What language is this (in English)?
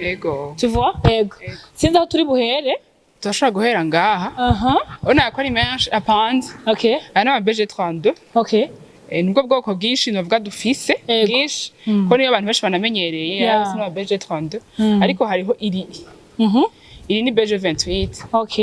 Rundi